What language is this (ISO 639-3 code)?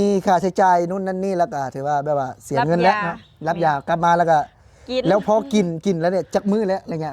lao